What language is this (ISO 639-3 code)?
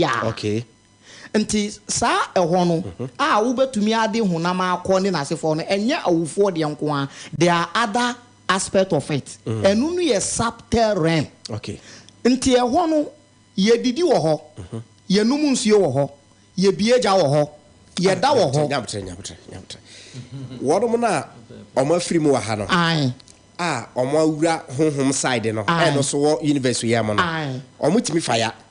aka